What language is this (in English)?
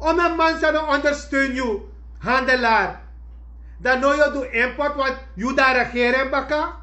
Sranan Tongo